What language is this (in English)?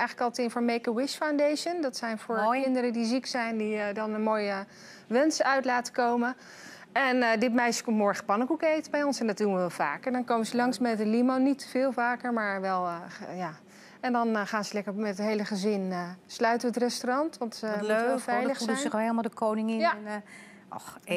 Dutch